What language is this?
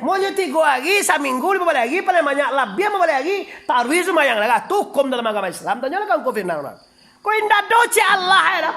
Minangkabau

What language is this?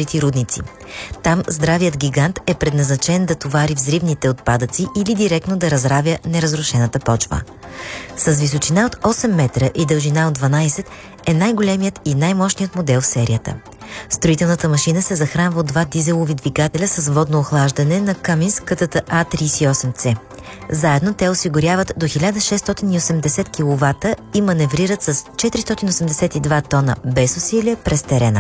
Bulgarian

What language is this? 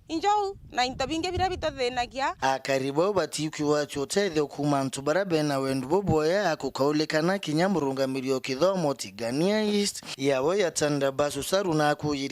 Meru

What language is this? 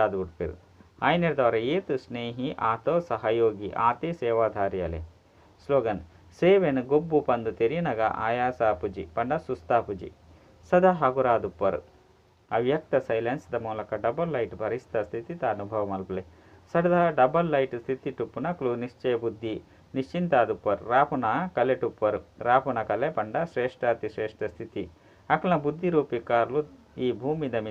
Tulu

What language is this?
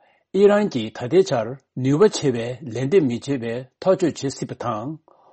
Tibetan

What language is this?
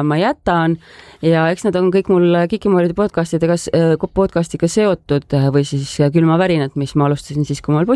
Estonian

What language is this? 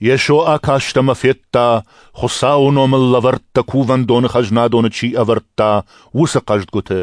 Ossetic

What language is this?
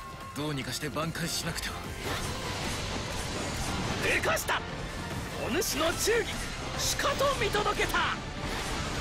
Japanese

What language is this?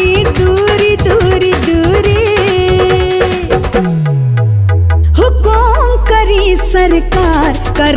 Bhojpuri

